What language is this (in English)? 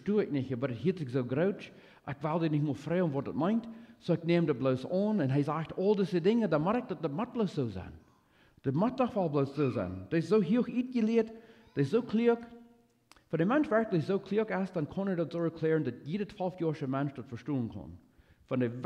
Plautdietsch